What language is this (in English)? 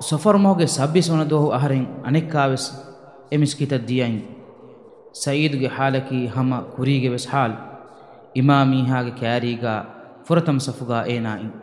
Divehi